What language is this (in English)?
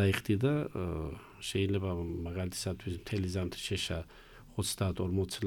Georgian